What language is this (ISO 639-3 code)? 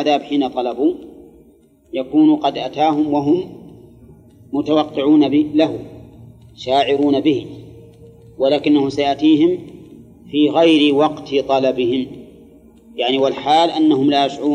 ara